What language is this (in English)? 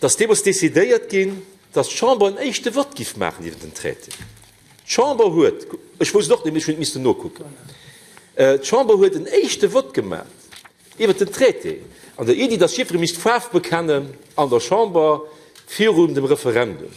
Luxembourgish